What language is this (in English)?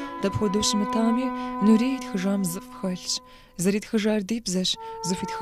Kabardian